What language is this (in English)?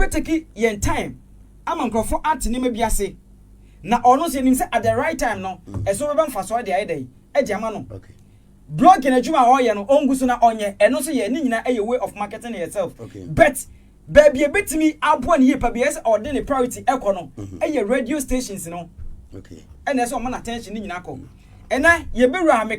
Akan